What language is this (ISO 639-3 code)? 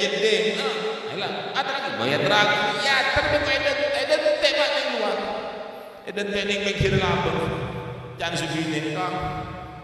mad